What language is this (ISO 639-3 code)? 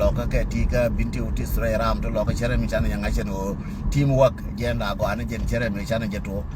nus